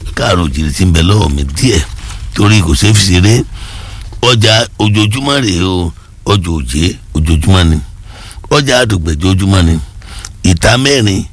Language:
Yoruba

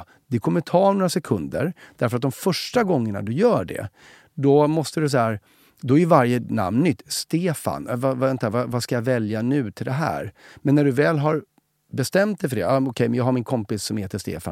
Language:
Swedish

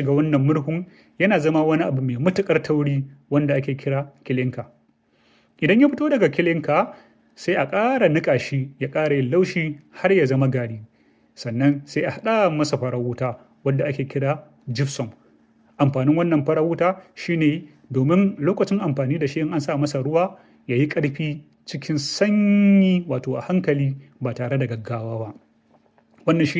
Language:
Hausa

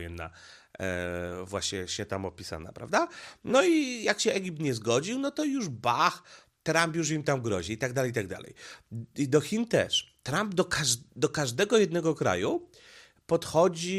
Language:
Polish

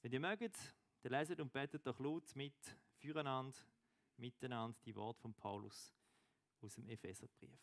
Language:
Swiss German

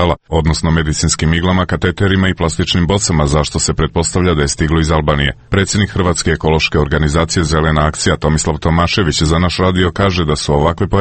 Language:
Croatian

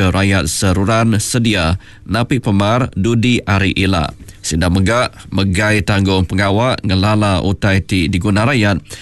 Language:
Iban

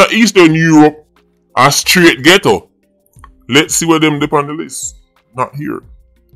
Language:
Jamaican Creole English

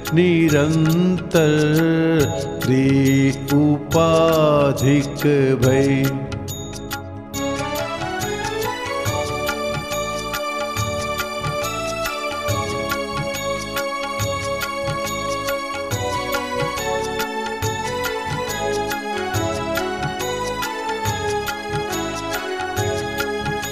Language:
Gujarati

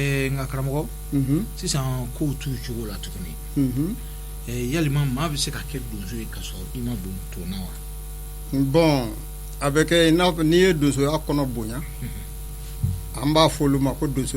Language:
Bambara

